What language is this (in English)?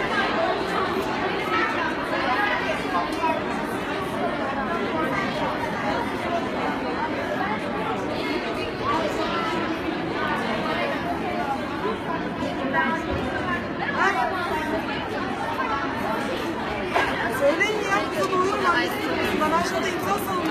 Turkish